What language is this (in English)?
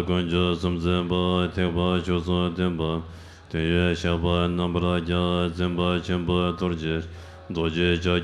Tibetan